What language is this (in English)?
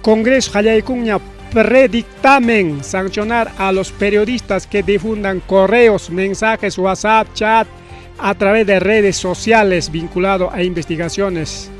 Ayacucho Quechua